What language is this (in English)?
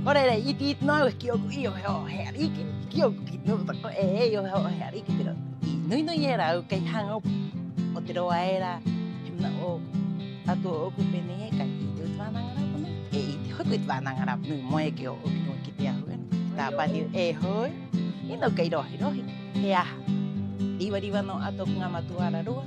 Rapanui